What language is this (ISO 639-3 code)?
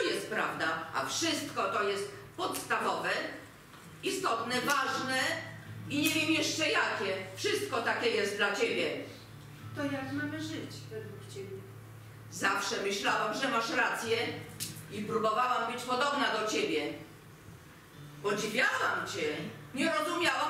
pol